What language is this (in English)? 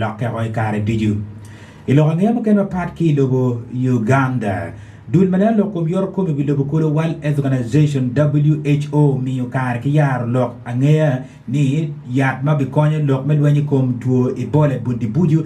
Acoli